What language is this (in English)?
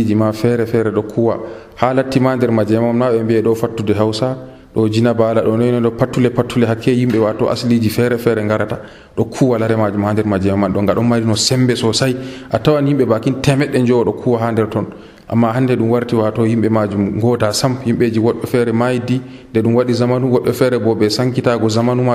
Nigerian Fulfulde